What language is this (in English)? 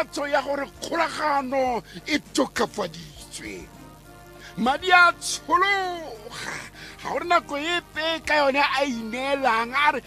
Tswana